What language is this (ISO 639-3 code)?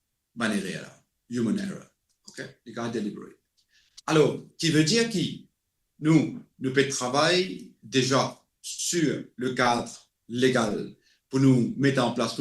mfe